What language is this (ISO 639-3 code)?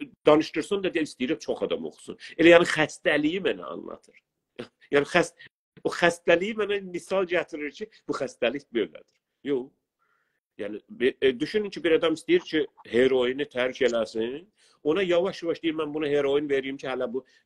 azb